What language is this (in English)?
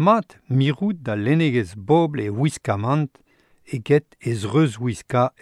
Breton